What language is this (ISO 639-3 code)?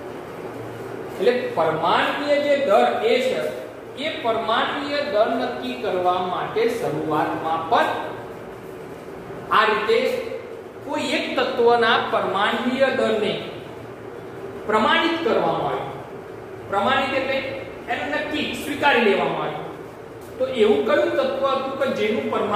guj